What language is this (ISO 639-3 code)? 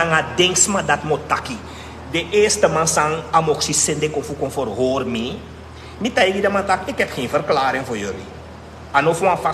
srn